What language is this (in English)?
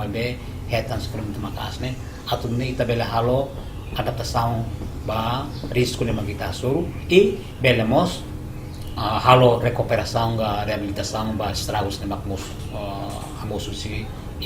Tetum